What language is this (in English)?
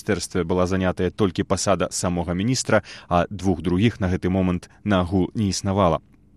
Belarusian